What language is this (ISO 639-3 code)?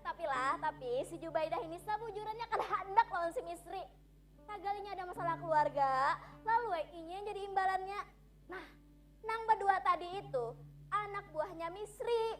bjn